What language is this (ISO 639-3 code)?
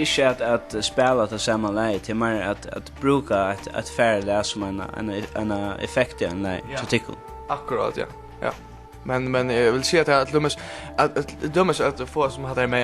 fao